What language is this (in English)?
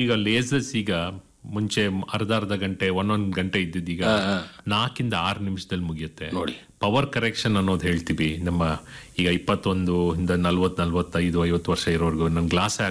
Kannada